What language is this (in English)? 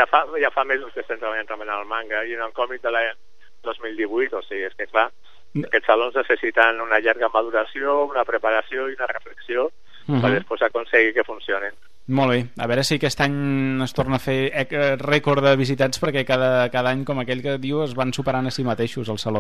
Catalan